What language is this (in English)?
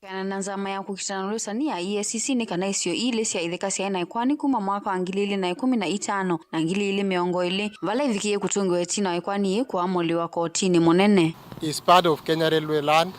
Kamba